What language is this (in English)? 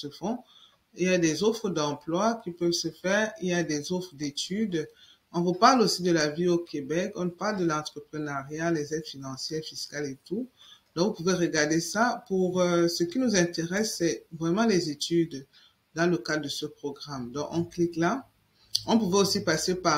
French